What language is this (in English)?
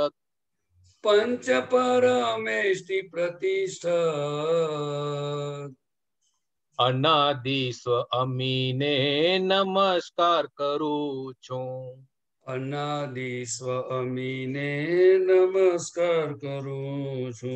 Gujarati